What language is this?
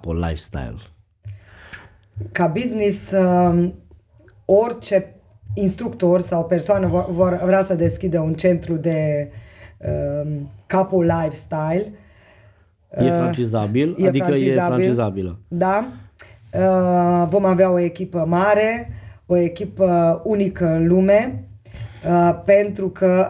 Romanian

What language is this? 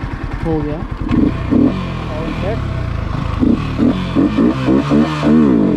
Hindi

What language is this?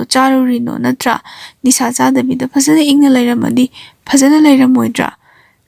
Manipuri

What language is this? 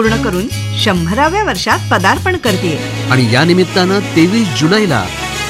Marathi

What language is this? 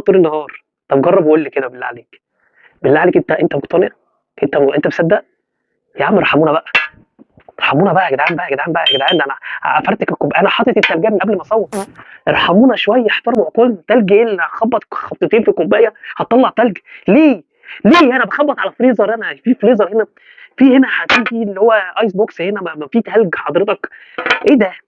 Egyptian Arabic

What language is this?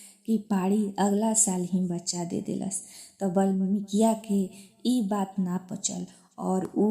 Bhojpuri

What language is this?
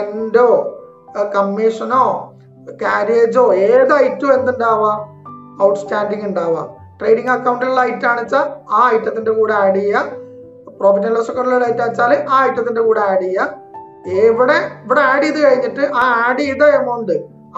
Malayalam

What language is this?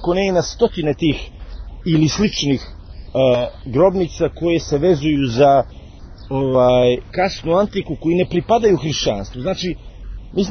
Serbian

